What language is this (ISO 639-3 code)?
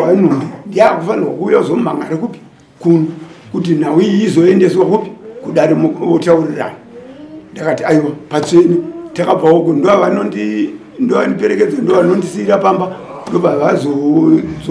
sna